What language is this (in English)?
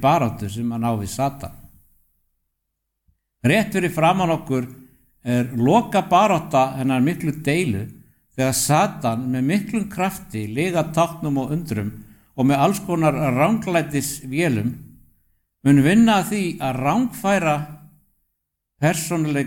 Icelandic